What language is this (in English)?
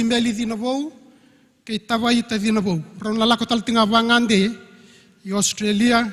Fijian